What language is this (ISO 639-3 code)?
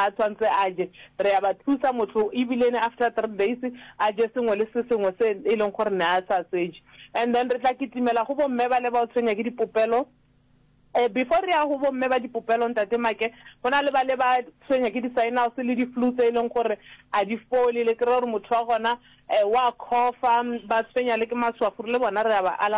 nso